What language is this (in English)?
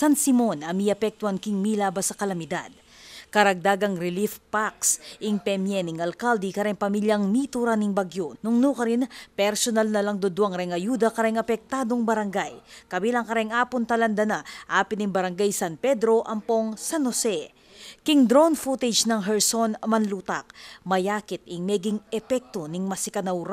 Pampanga